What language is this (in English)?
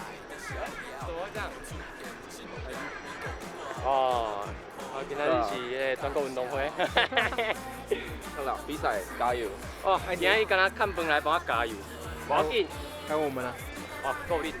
Min Nan Chinese